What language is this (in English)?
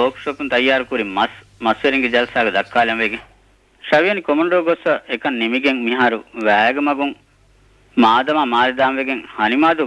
Divehi